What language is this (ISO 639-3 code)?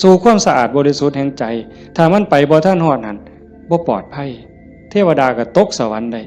tts